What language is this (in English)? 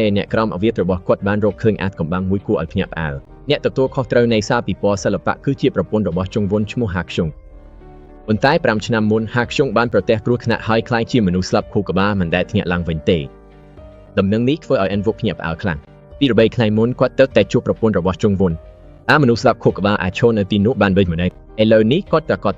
Khmer